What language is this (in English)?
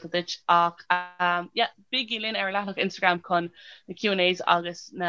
Irish